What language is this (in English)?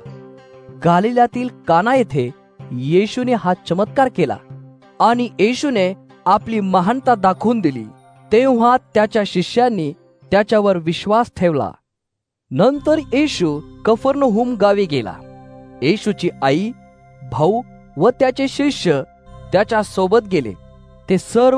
Marathi